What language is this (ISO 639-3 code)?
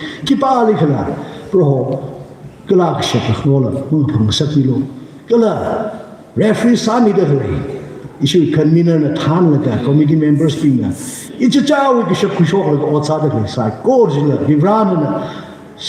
nmf